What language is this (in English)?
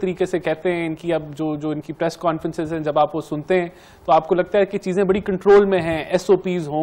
Urdu